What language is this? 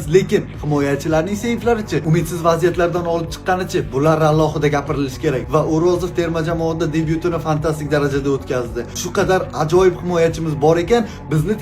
Uzbek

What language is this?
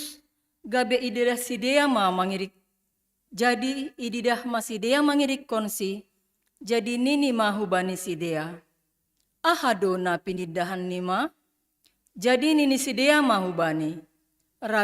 Batak Simalungun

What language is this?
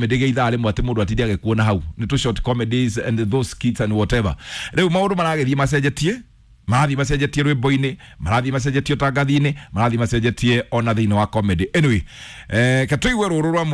Kikuyu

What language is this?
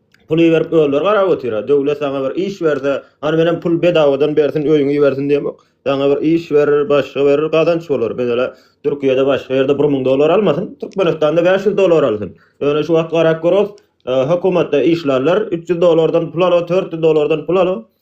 Turkmen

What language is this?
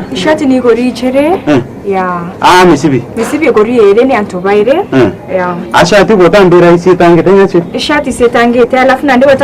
Meru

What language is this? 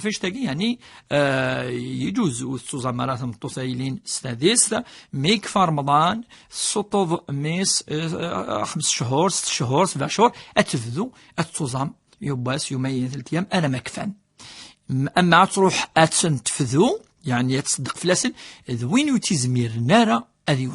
Kabyle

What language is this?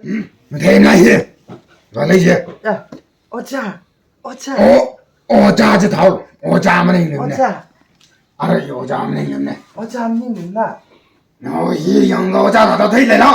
Tangkhul Naga (India)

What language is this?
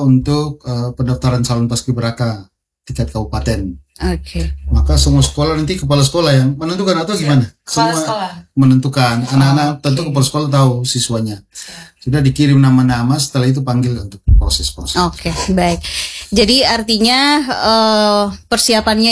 Indonesian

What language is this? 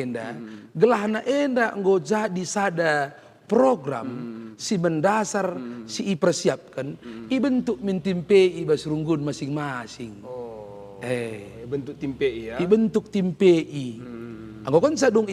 Batak Karo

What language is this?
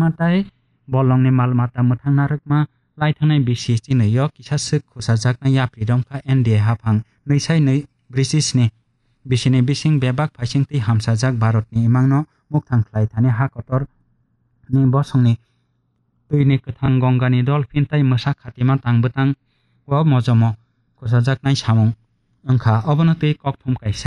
Kok Borok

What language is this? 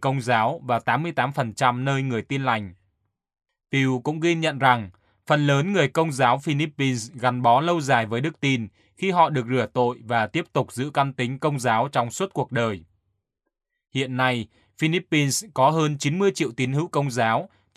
Vietnamese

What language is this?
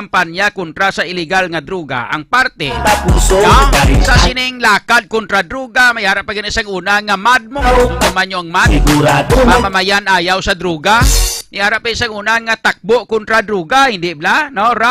Hiligaynon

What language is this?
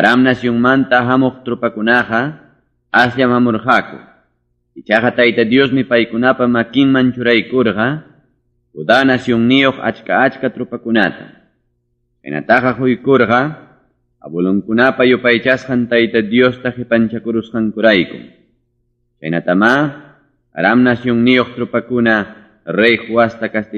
Ayacucho Quechua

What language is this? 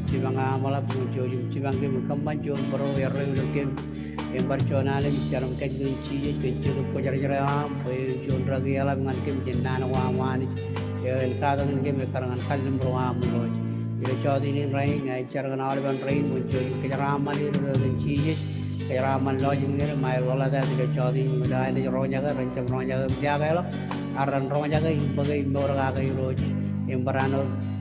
Marshallese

